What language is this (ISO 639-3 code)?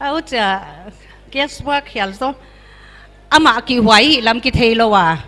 pck